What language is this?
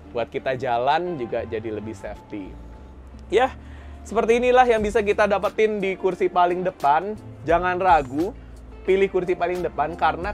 Indonesian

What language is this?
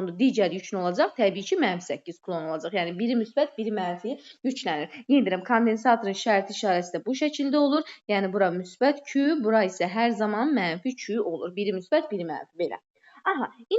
Azerbaijani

